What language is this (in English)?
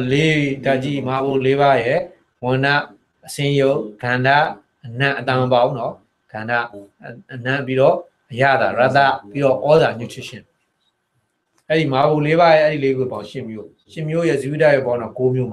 Burmese